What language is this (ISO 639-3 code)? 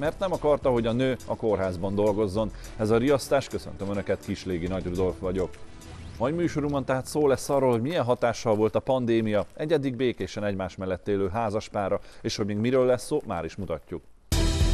hun